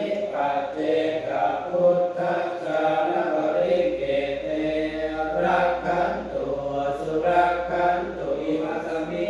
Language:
Pali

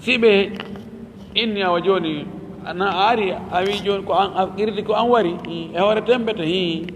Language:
Fula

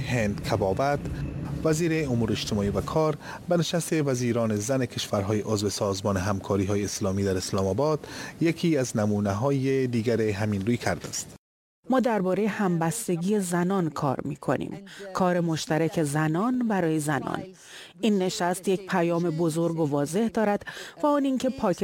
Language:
Persian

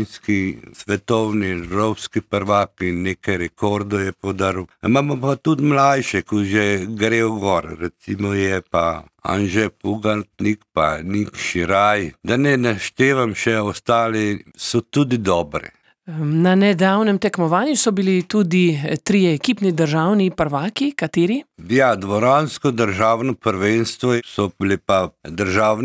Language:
Slovenian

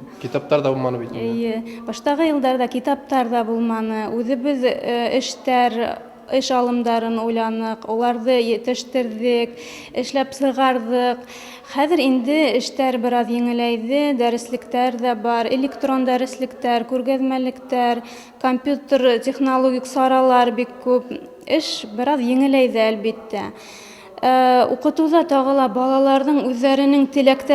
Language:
Bashkir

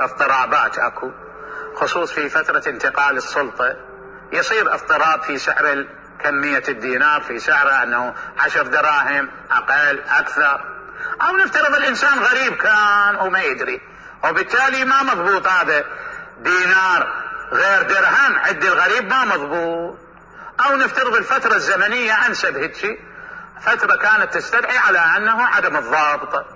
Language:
Mesopotamian Arabic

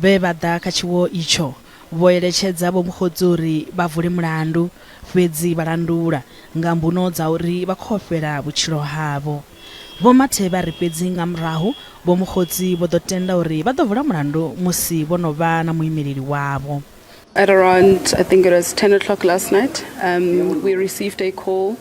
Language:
Venda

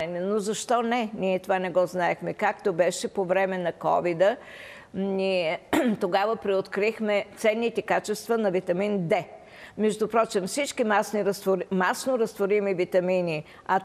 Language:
Bulgarian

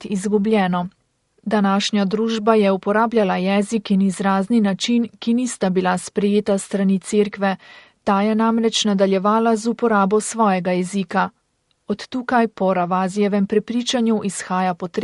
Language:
Slovenian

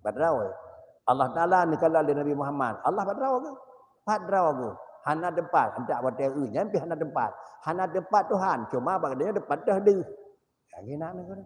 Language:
Achinese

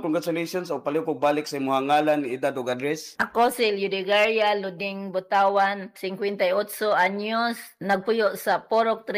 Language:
Cebuano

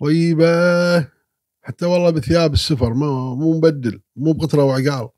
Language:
Gulf Arabic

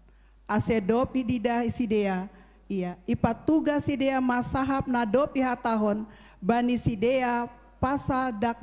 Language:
Batak Simalungun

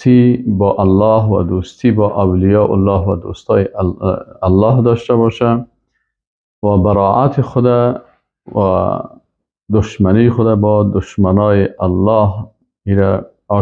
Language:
Persian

